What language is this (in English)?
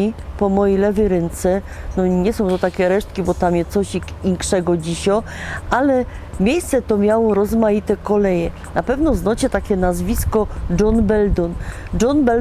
Silesian